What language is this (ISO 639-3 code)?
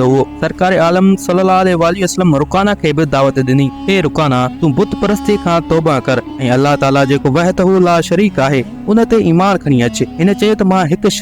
snd